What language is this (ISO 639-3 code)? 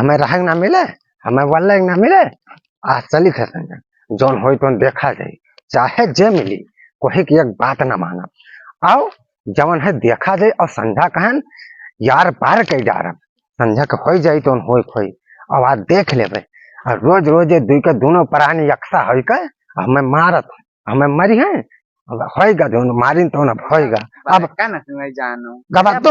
awa